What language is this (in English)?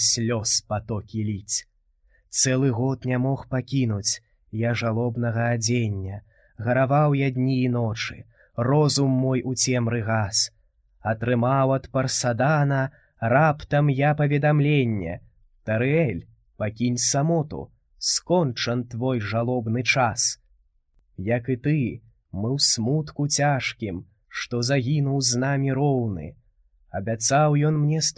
Belarusian